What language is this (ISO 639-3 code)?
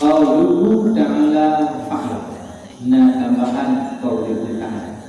ace